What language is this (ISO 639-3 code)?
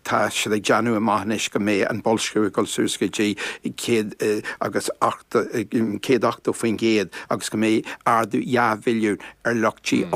gle